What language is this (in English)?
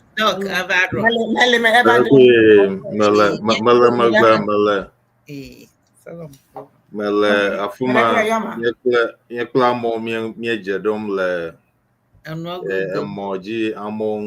Ewe